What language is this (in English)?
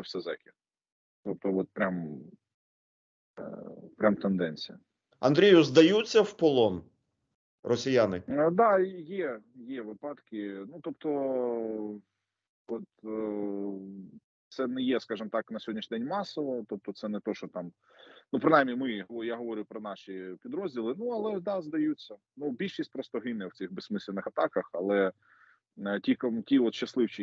Ukrainian